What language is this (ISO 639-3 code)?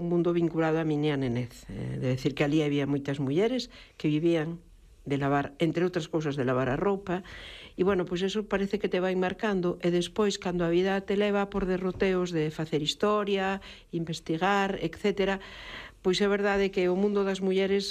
glg